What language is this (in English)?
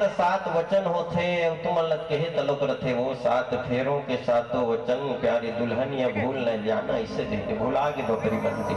Chhattisgarhi